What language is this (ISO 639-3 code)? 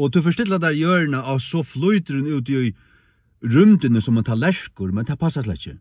fao